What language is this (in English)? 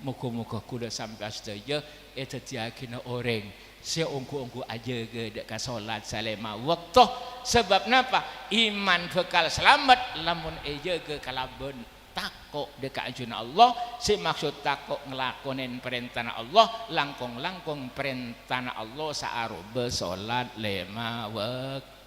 Madurese